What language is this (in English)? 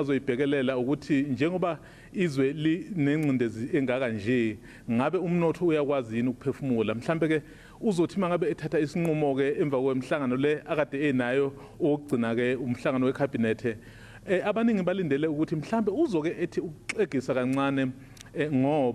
Zulu